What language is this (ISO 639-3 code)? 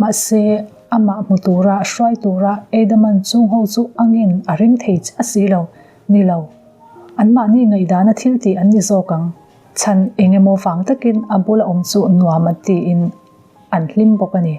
lus